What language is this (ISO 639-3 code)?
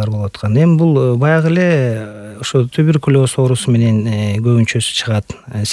kir